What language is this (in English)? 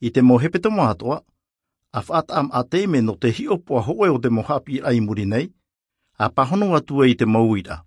Tahitian